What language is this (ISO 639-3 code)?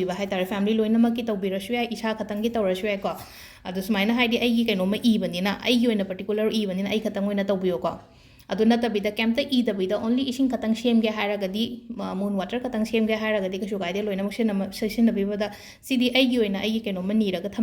mni